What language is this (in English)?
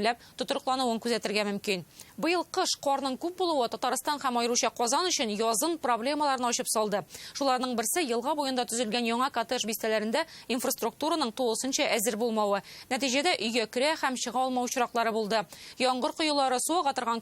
Tatar